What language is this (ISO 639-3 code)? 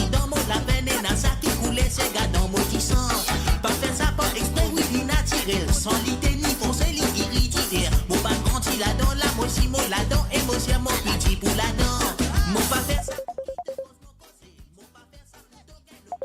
mfe